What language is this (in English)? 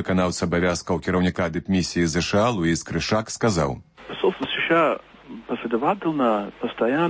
Belarusian